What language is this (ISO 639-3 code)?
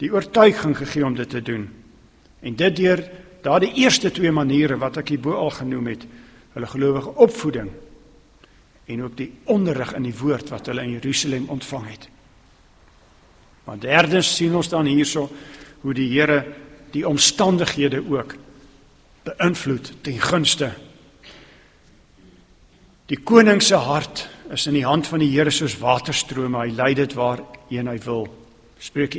afr